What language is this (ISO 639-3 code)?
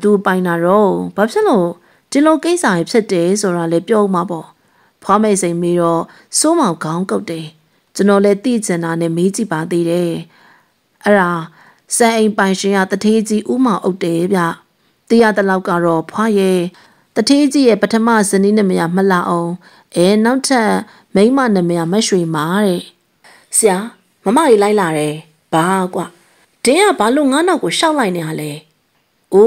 mya